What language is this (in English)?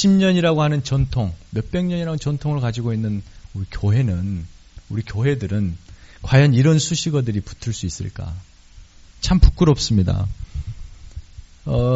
Korean